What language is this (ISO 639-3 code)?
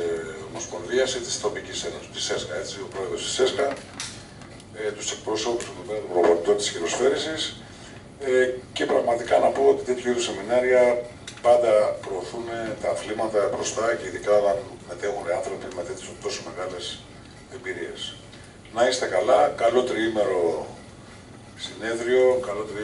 ell